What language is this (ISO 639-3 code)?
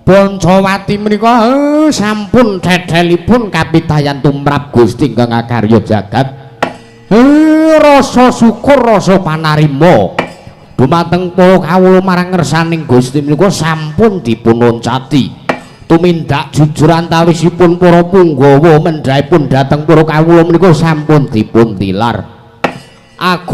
jav